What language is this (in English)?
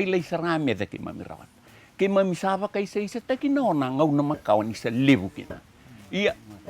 Fijian